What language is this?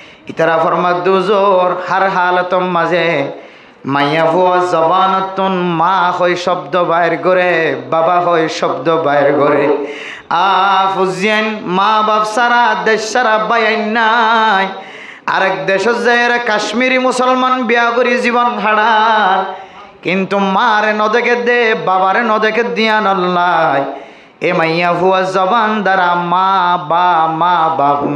Rohingya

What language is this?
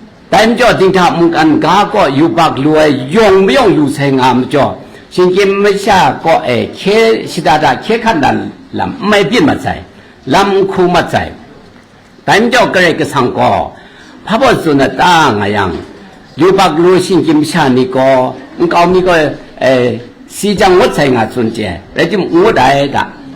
Kachin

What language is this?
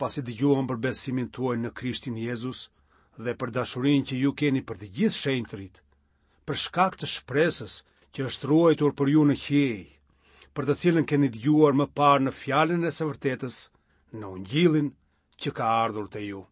Albanian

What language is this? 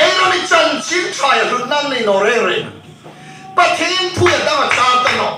Hmar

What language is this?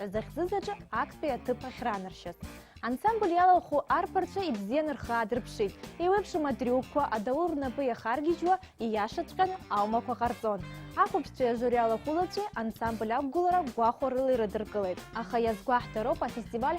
Abkhazian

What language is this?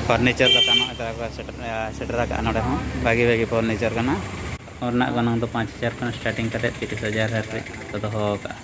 Santali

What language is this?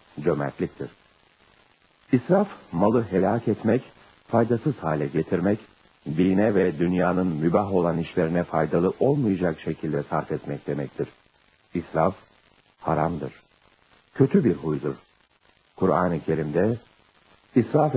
Turkish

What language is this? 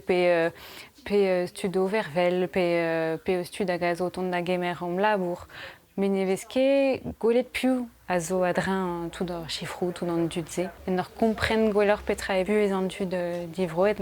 Breton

